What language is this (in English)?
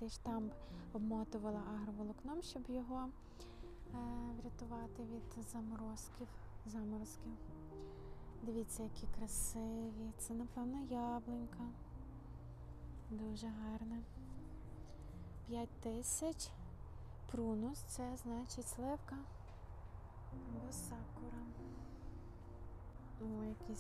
Ukrainian